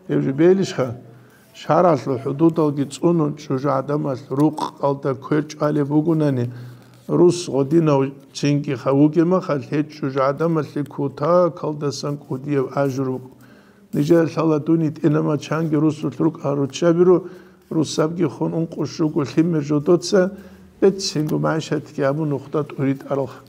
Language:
Avaric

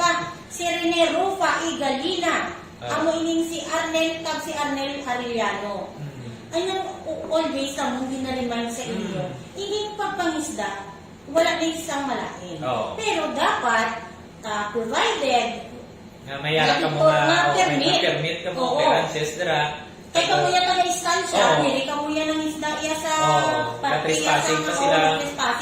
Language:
Hiligaynon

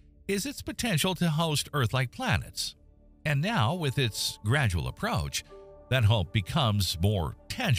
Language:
English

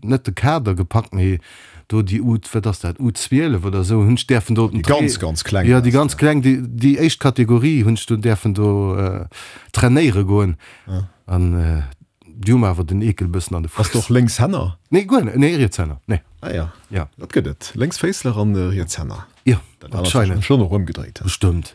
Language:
Luxembourgish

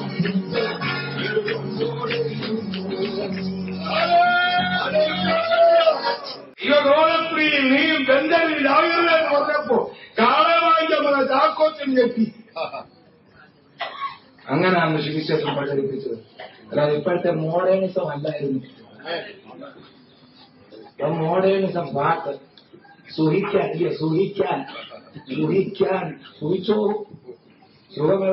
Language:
Malayalam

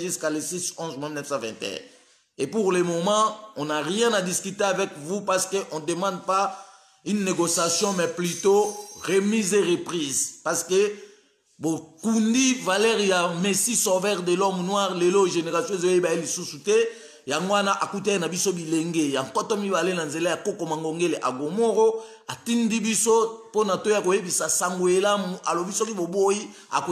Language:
Lingala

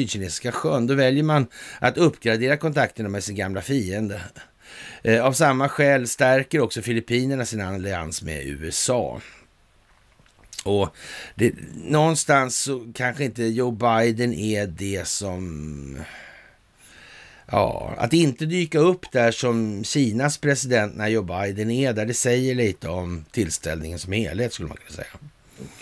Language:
Swedish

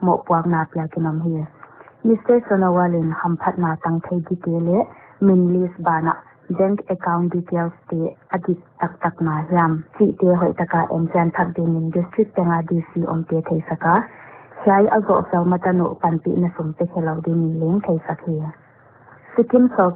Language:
Paite Chin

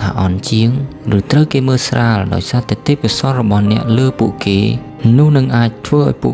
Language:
Khmer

